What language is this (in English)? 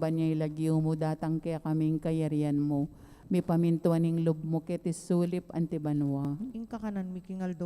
Pampanga